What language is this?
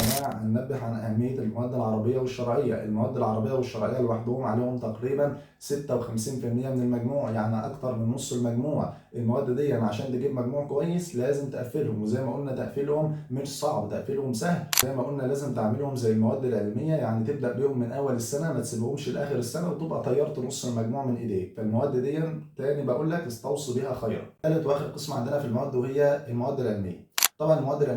Egyptian Arabic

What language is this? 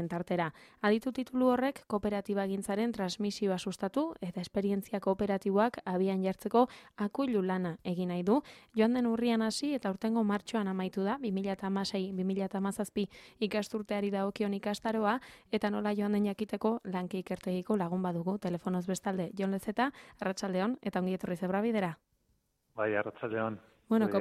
Basque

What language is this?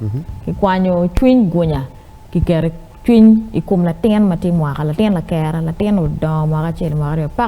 Acoli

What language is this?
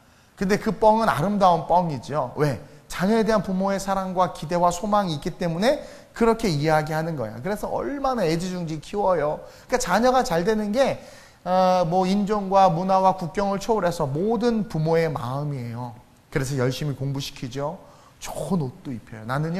Korean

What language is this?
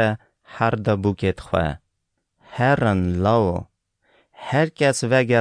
Kurdish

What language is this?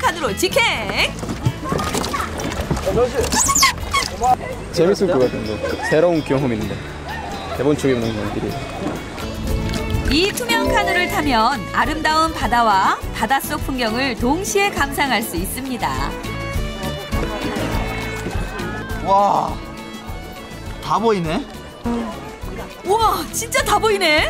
Korean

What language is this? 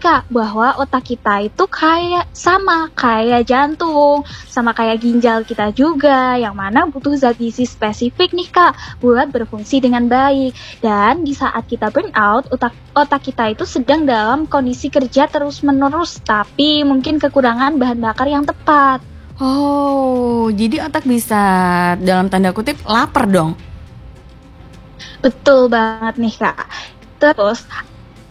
Indonesian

